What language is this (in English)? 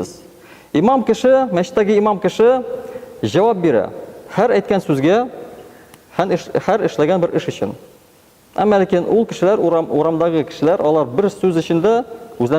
Tatar